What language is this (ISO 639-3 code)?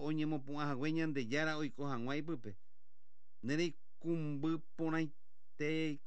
grn